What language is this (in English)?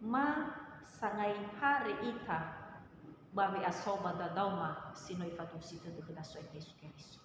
Nias